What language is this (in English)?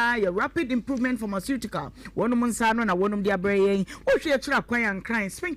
Akan